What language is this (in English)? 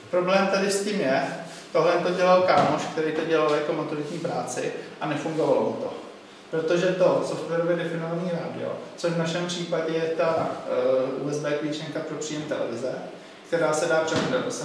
Czech